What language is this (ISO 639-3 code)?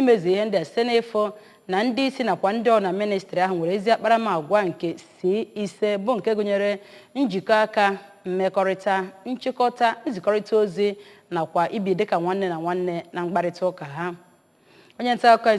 ibo